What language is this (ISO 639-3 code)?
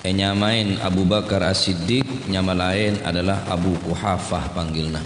mad